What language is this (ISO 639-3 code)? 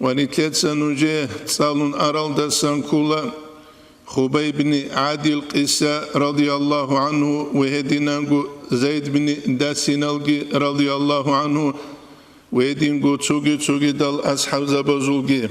ava